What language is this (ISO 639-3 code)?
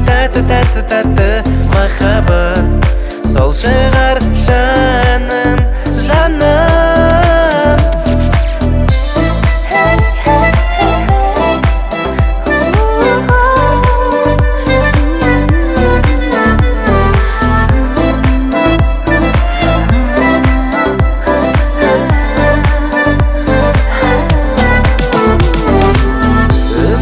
kaz